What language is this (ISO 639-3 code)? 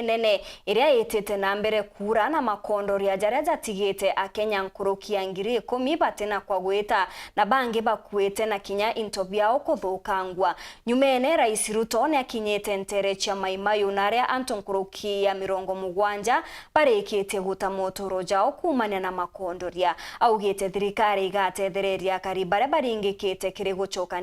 mer